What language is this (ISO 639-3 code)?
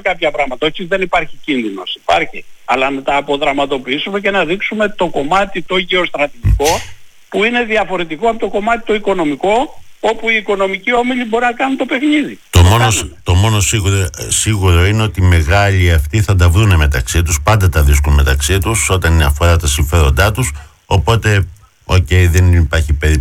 ell